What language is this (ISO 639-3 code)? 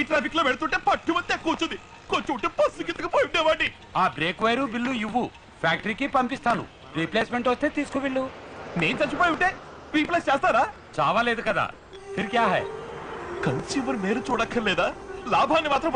tel